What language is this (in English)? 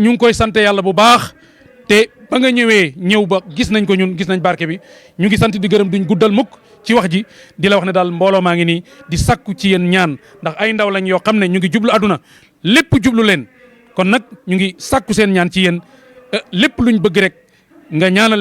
Wolof